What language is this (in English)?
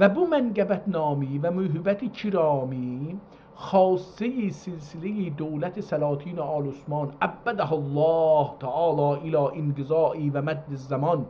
South Azerbaijani